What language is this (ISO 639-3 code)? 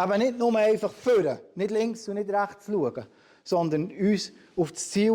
gsw